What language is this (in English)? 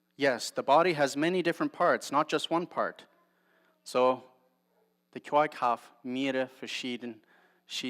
Plautdietsch